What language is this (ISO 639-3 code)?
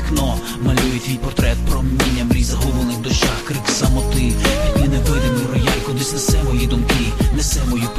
ukr